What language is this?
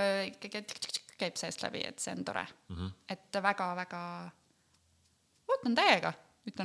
Estonian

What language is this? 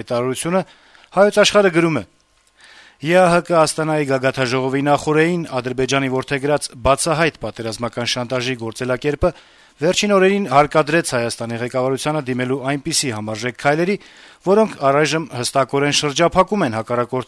Armenian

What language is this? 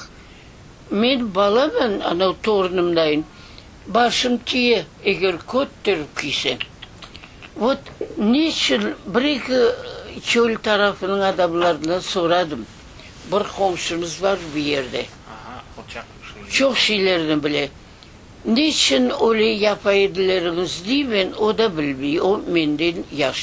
Crimean Tatar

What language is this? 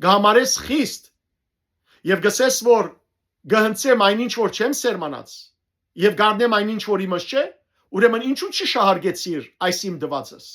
Western Armenian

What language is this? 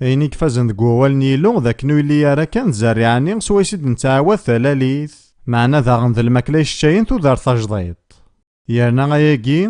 Kabyle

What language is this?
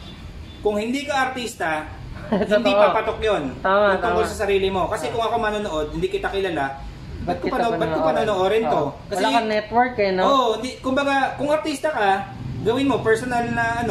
Filipino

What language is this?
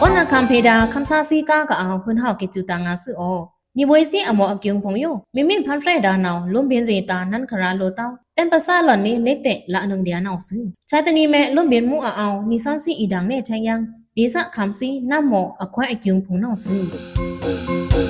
Pa'o Karen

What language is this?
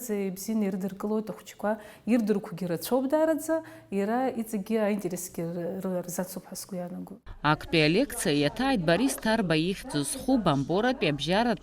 Abkhazian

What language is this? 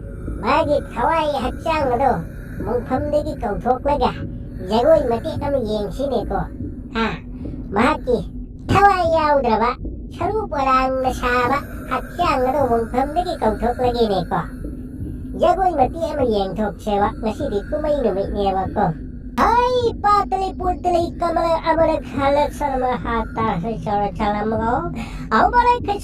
Manipuri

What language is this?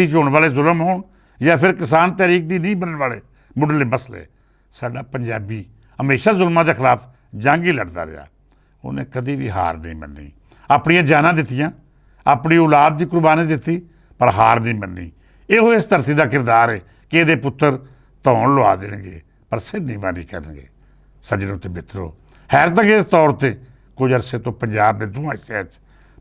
Western Panjabi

